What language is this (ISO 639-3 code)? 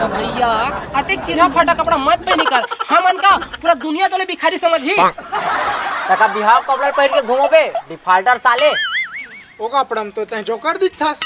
hne